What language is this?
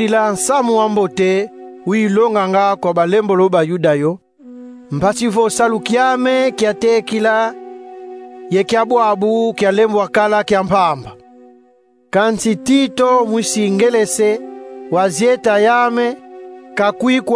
Kongo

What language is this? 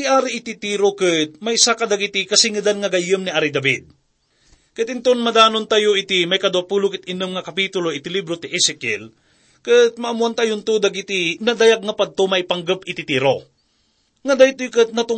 Iloko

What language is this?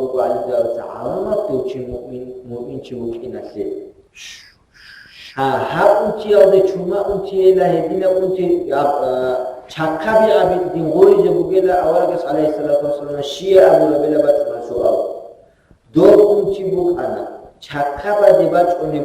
Avaric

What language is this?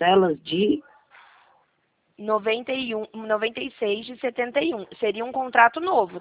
Portuguese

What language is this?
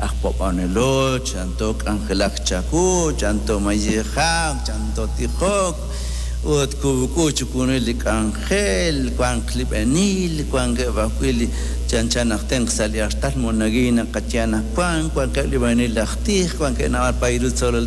Kekchí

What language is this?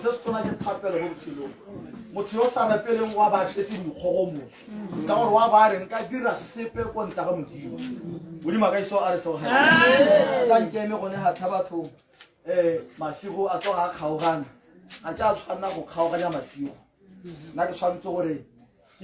Tswana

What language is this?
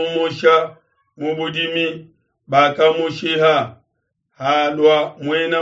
Luba-Lulua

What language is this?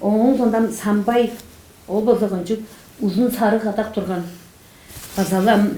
Tuvinian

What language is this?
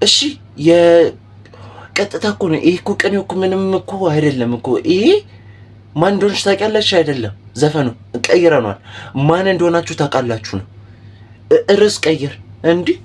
Amharic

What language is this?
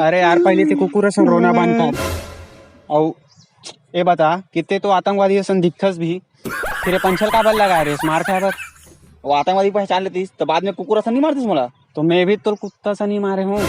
Chhattisgarhi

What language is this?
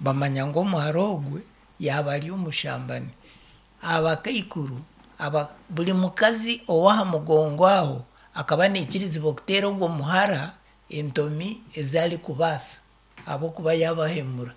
Nyankole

